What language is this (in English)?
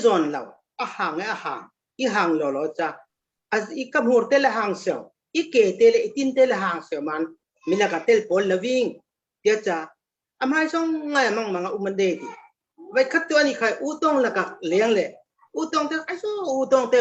Falam Chin